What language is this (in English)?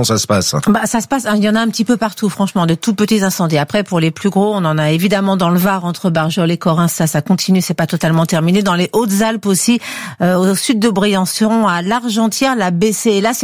French